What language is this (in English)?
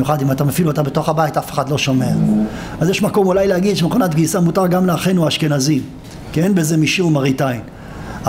Hebrew